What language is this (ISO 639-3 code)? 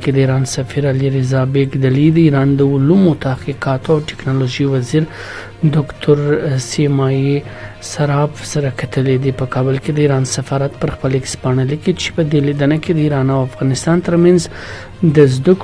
pus